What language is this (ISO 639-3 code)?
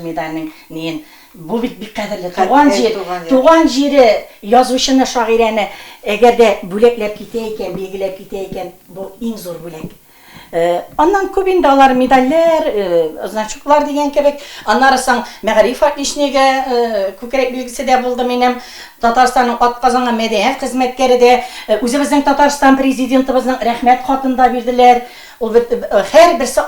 tat